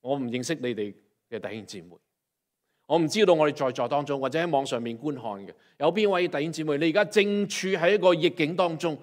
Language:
Cantonese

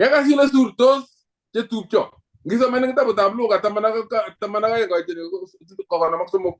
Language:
Kalenjin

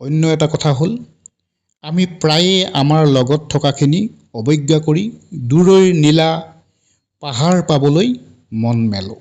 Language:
Assamese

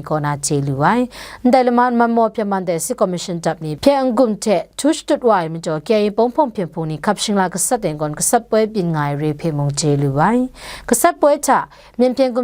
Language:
Kachin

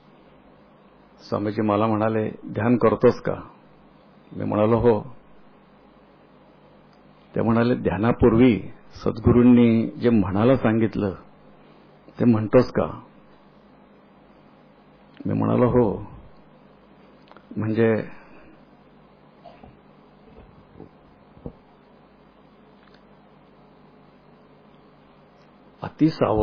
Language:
Marathi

